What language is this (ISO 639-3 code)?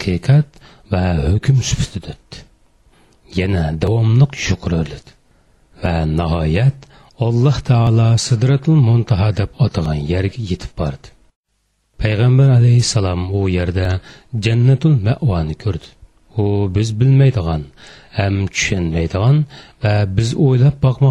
uig